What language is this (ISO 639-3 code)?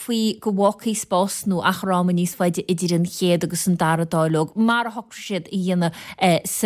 gle